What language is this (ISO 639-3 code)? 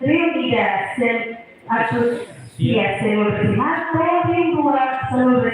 tet